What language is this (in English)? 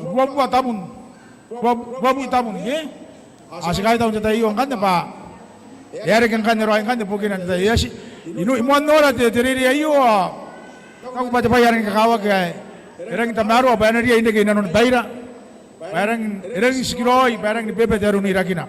Gilbertese